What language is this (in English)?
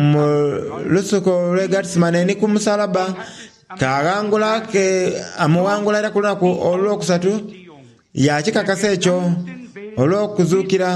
Soga